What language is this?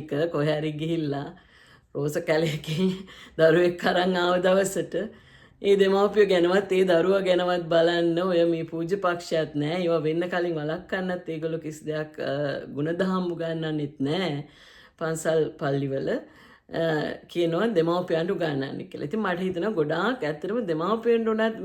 Sinhala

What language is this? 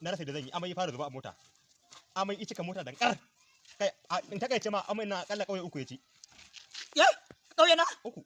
Hausa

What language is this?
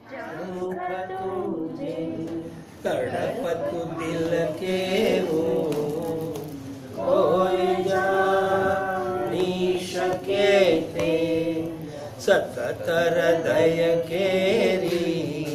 Gujarati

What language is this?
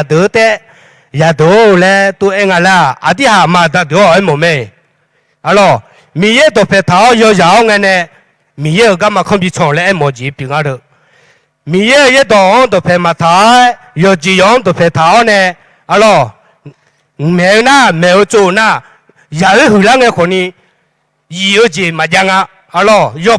Akha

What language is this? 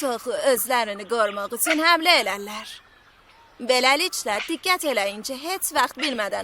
South Azerbaijani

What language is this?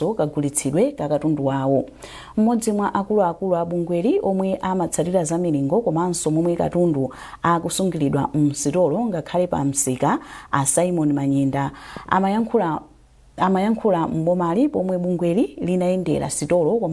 Nyanja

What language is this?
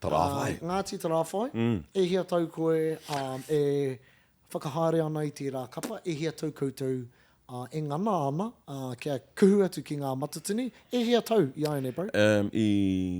Māori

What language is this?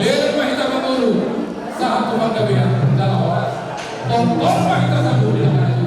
Batak Toba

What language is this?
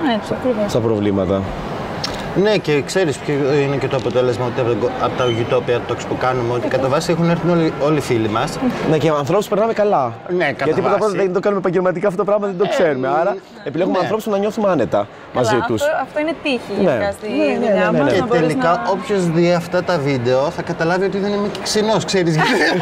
Greek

